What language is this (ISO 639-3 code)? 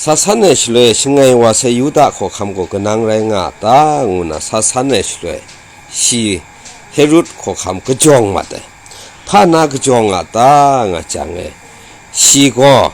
kac